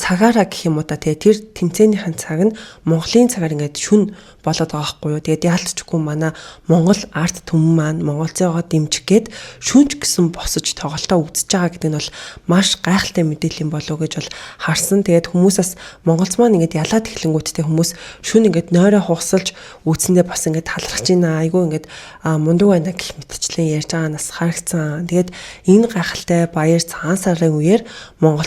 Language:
Mongolian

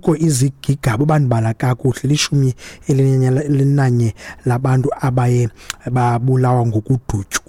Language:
Xhosa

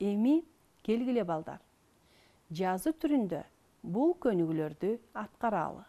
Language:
Kyrgyz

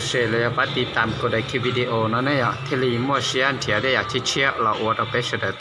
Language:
Hmong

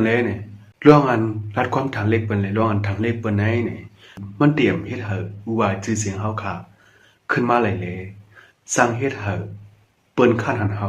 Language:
Shan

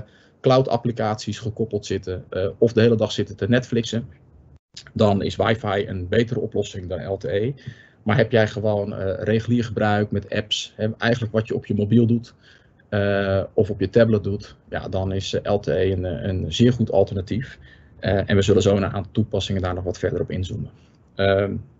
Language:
Dutch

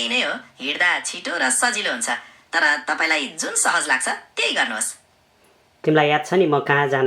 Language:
Nepali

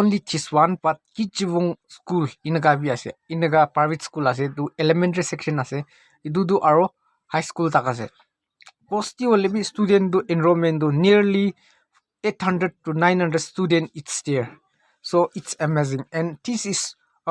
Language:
Naga Pidgin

